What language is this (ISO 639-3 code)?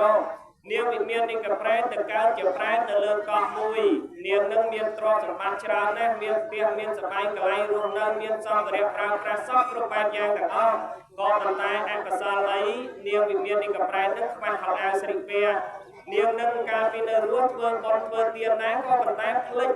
khm